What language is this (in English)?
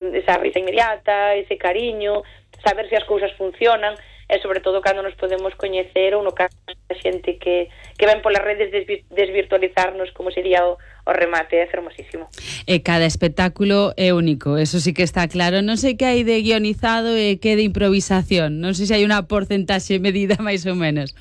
Galician